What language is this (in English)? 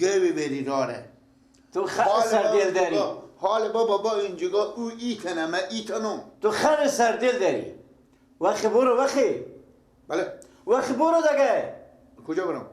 Persian